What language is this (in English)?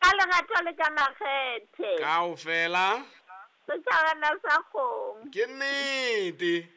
Southern Sotho